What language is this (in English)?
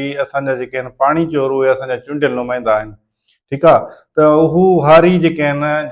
Sindhi